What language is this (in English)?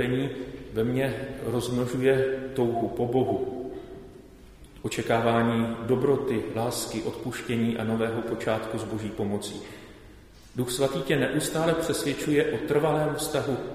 Czech